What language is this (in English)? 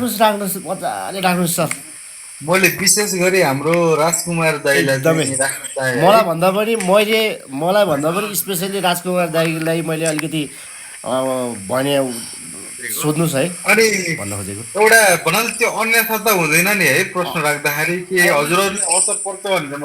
Nepali